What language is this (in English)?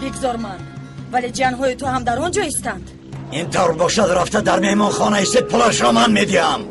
Tajik